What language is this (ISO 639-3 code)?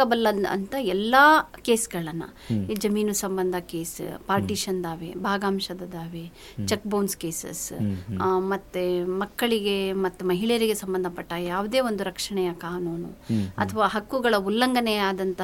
kan